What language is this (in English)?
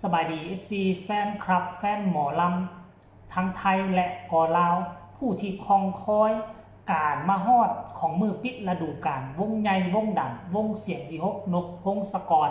Northeastern Thai